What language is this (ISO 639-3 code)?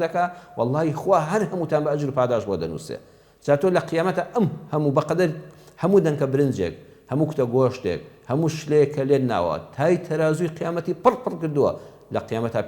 ckb